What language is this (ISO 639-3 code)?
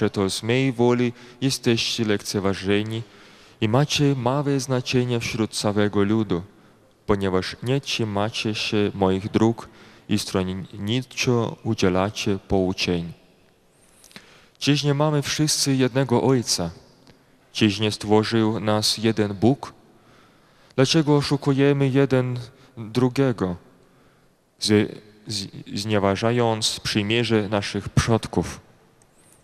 pol